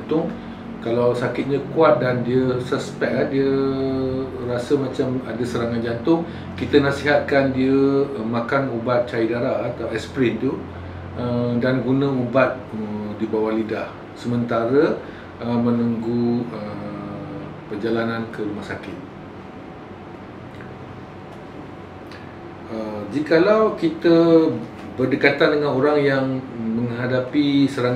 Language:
Malay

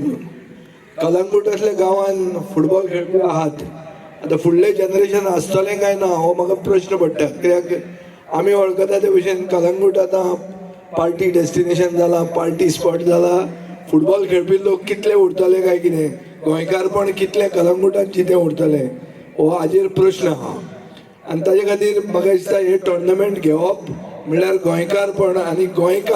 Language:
Konkani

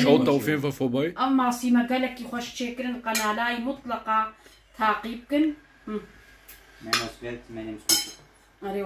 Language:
Kurdish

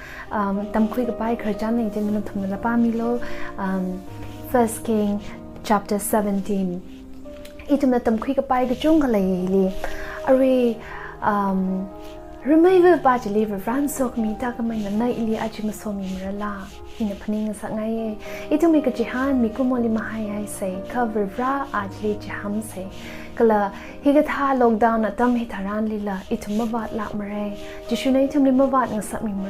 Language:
Tangkhul Naga (India)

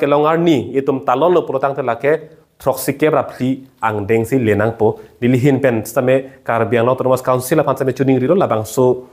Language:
Karbi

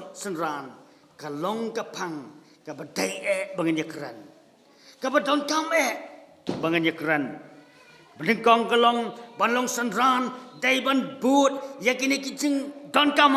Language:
Khasi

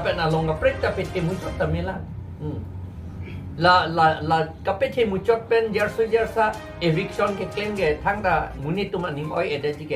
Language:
Karbi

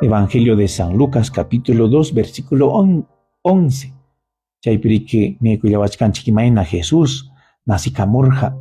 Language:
Ayacucho Quechua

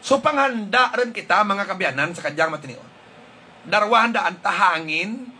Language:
Hiligaynon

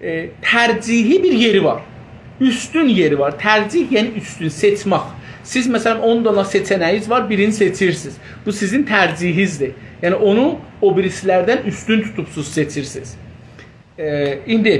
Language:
South Azerbaijani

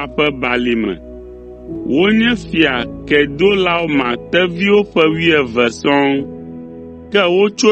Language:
Ewe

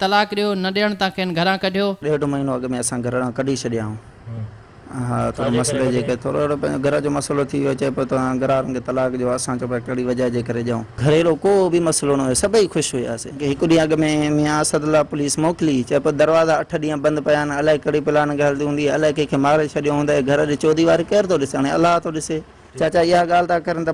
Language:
Sindhi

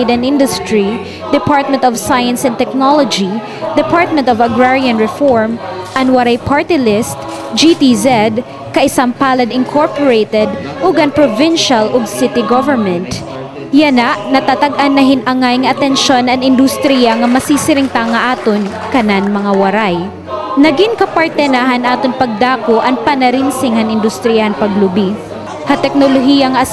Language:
Waray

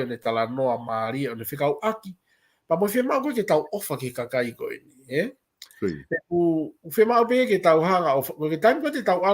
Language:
Tongan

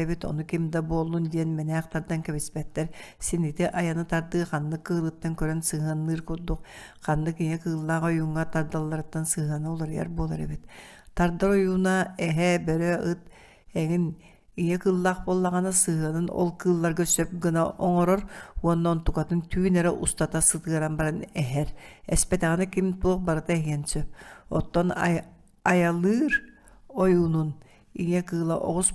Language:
Yakut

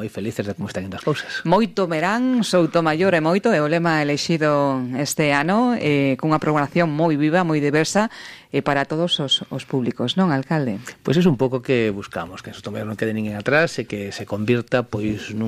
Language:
Galician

